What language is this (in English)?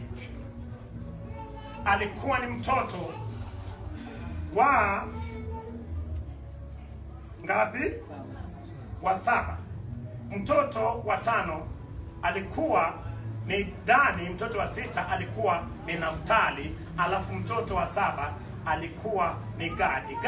Swahili